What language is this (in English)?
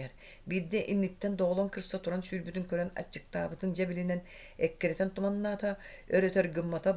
Yakut